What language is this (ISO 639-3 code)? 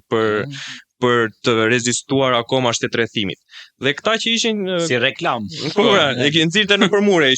sqi